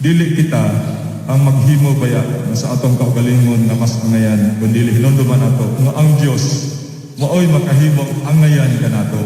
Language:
Cebuano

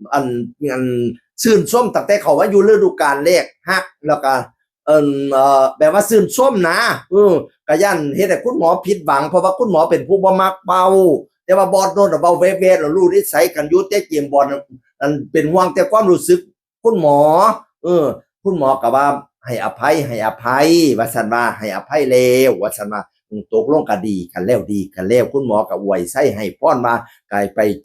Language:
Northeastern Thai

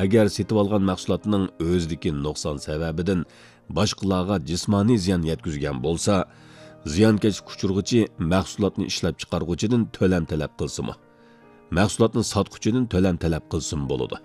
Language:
Uyghur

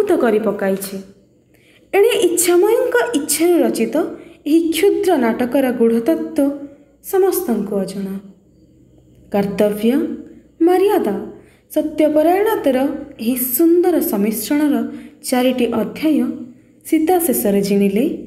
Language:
Odia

